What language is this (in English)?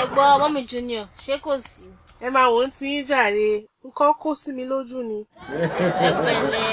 Yoruba